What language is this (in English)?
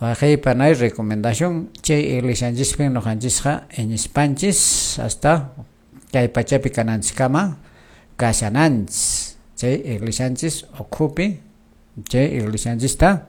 Quechua